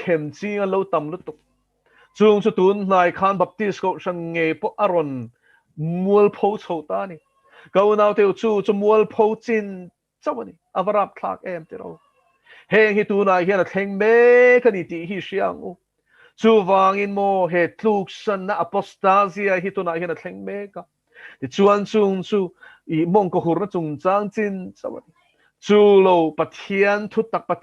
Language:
Mizo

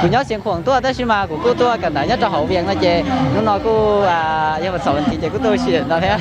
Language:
Hmong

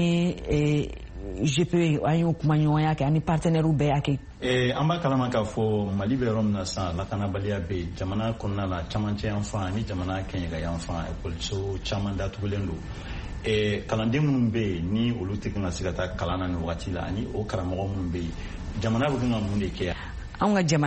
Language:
Bambara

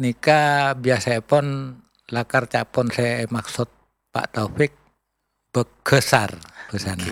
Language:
Madurese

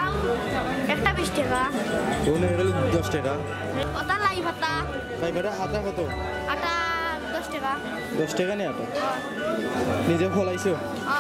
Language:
Sylheti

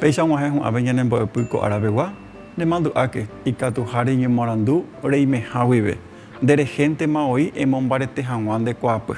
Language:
Guarani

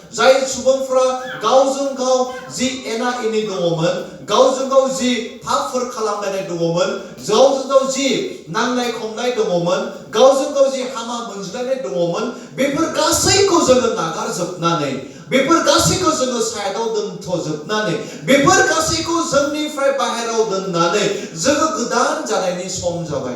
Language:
Bodo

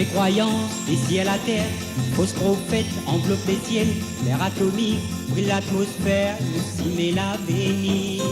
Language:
Morisyen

